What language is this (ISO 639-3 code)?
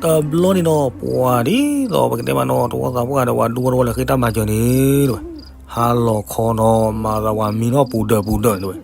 ksw